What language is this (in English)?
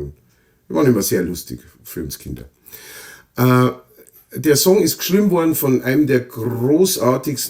Bavarian